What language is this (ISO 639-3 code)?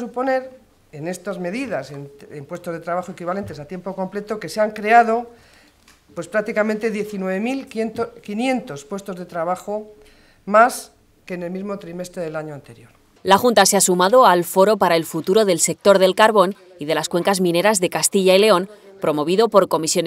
spa